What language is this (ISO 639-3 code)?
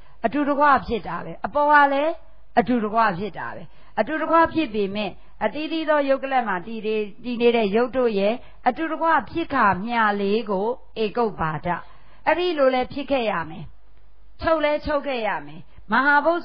mya